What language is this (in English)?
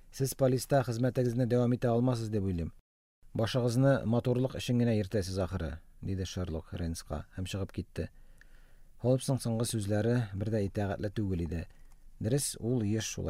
Tatar